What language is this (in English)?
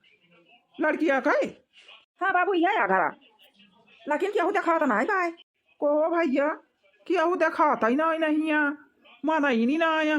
Awadhi